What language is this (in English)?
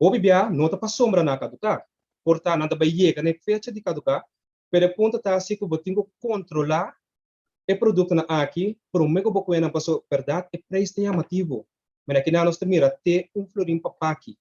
Papiamento